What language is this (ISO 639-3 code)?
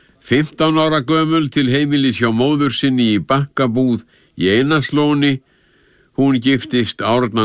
isl